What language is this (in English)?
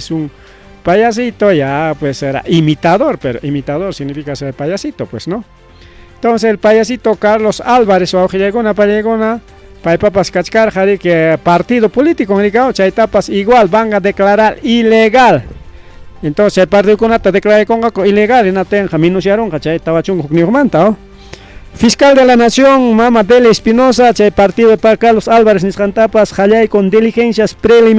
Ayacucho Quechua